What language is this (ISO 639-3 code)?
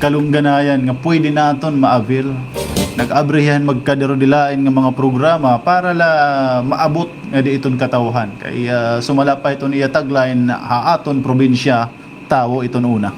war